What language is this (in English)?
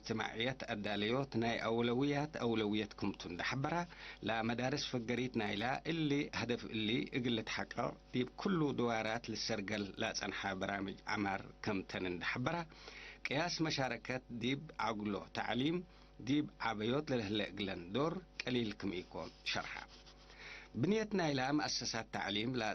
Tigre